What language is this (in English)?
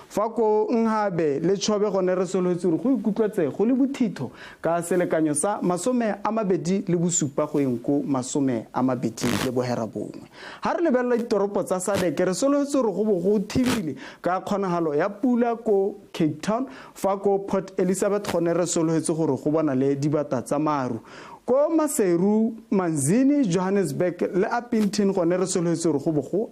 Tswana